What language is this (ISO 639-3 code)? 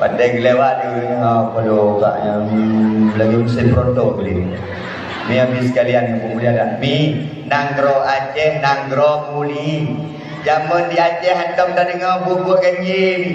ace